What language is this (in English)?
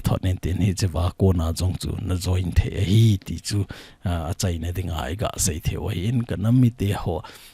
Thado Chin